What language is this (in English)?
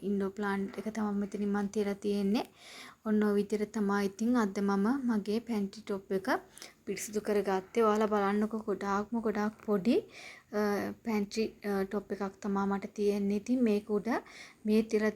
Sinhala